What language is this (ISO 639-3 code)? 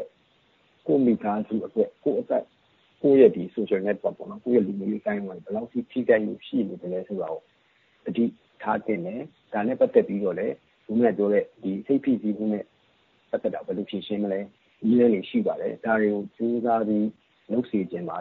mya